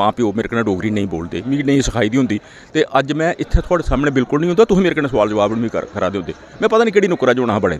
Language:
Dogri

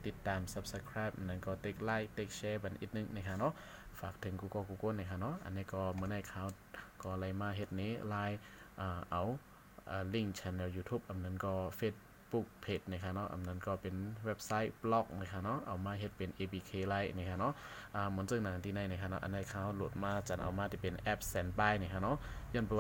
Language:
Shan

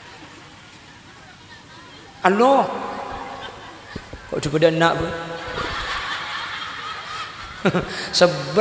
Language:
Madurese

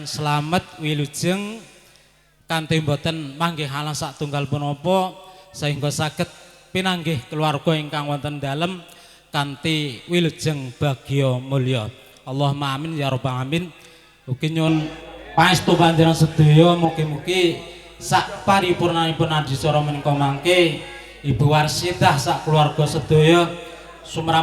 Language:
Javanese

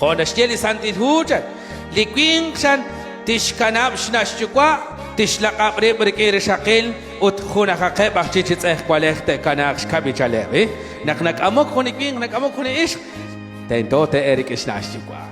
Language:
Kekchí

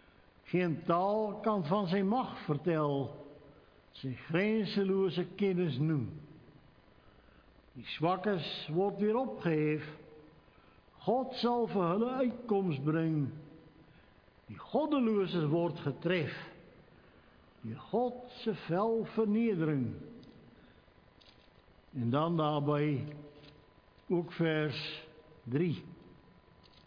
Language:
Afrikaans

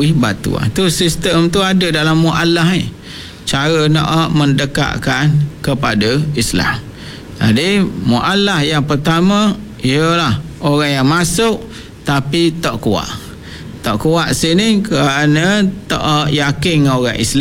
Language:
Malay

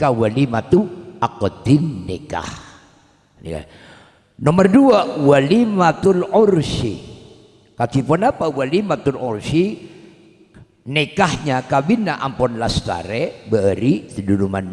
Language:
Madurese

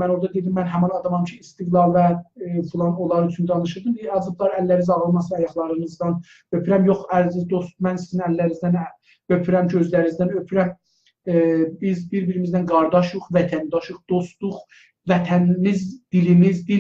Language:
South Azerbaijani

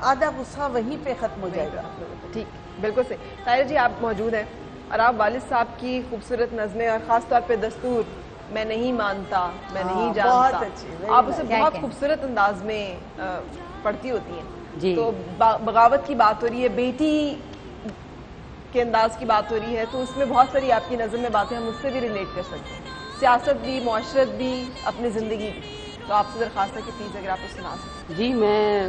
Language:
Urdu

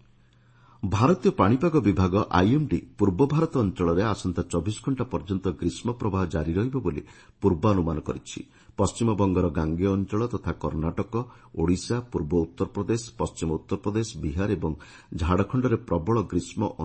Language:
Odia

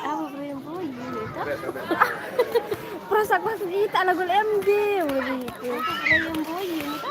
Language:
Sasak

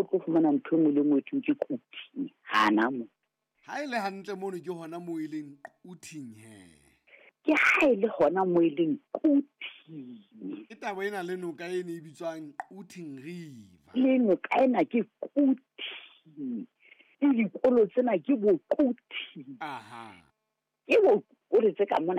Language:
Southern Sotho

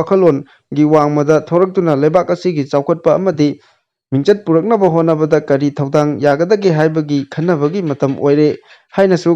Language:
Manipuri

